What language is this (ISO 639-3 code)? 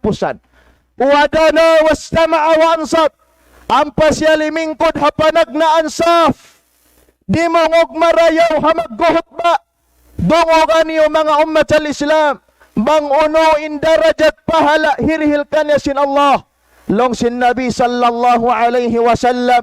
tsg